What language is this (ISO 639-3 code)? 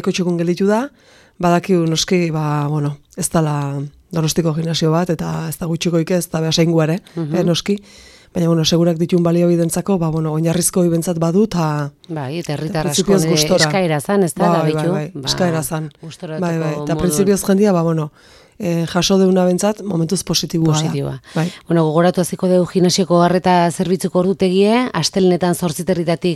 eus